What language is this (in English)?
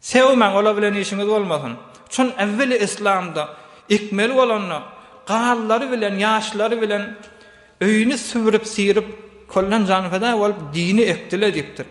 Turkmen